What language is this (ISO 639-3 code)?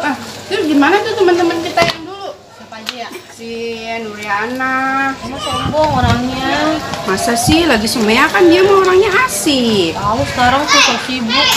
bew